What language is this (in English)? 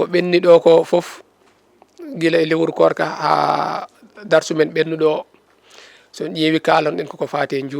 Fula